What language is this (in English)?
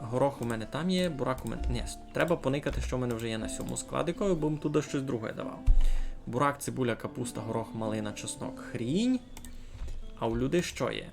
Rusyn